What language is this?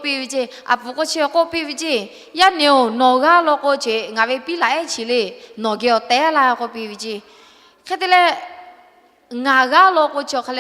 Lahu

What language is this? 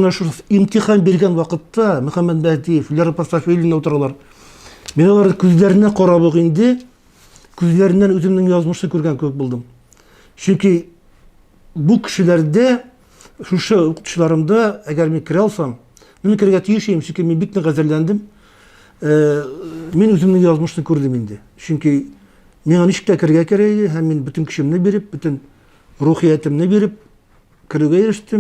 Tatar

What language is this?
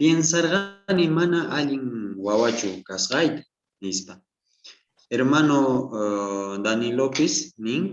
South Bolivian Quechua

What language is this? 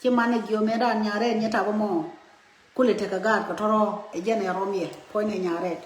Nuer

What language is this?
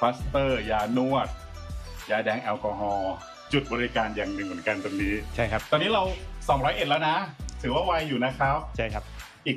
Thai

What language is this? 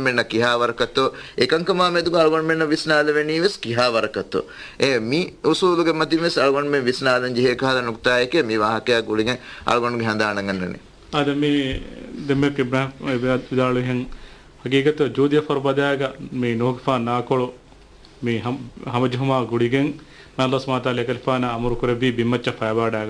Divehi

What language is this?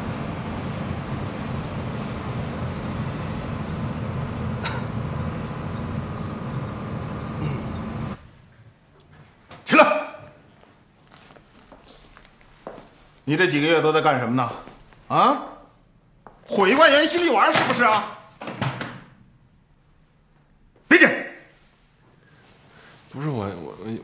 Chinese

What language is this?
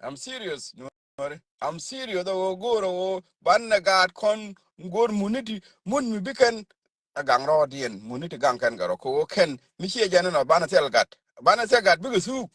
Nuer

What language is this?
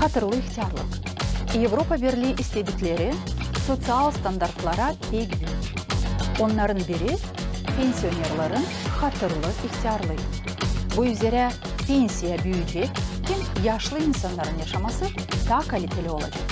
Gagauz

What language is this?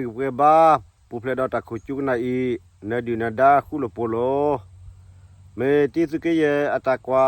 S'gaw Karen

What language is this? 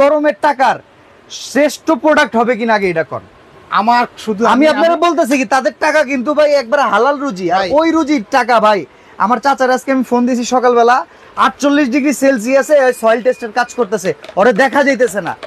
Bangla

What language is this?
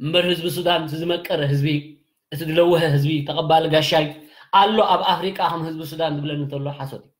Tigrinya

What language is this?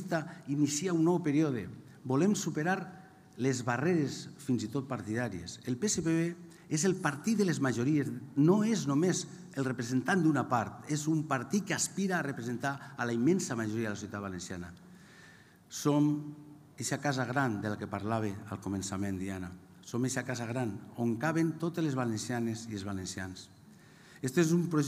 Catalan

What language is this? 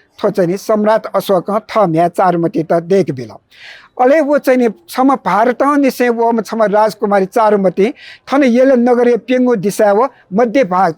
Newari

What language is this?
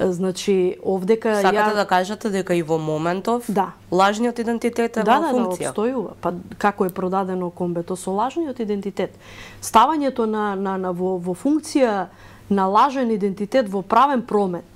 Macedonian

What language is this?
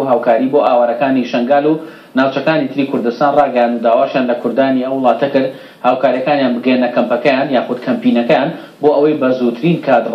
Central Kurdish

